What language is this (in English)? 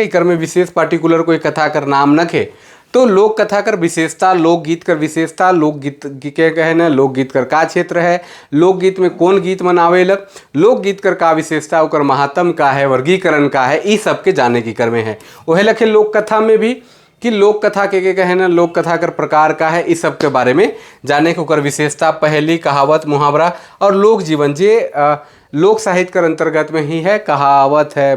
Sadri